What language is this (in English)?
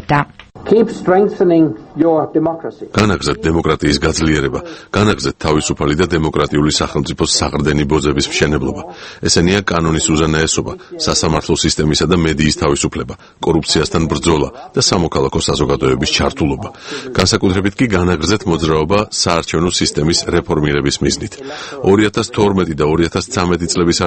Georgian